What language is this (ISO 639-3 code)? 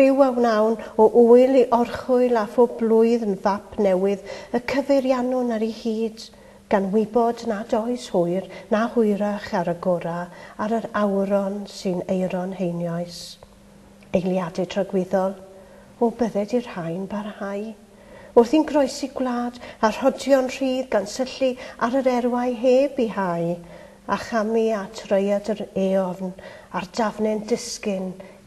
cym